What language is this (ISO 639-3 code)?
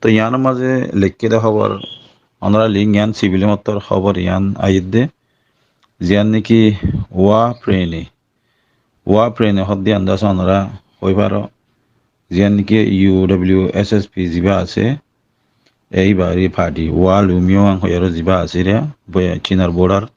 rhg